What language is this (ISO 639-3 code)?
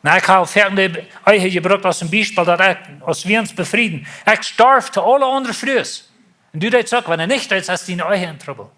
pdt